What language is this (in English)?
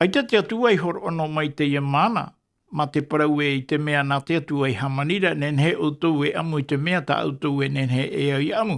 Tahitian